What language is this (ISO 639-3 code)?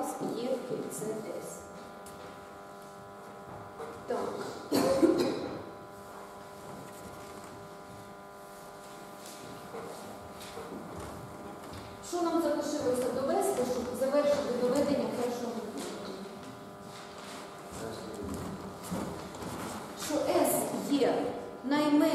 ukr